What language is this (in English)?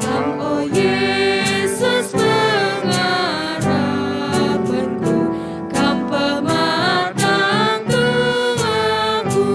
Batak Karo